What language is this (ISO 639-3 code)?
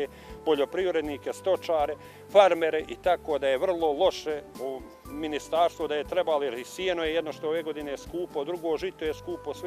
bos